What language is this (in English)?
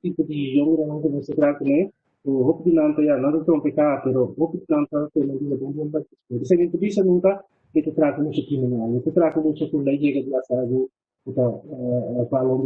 Papiamento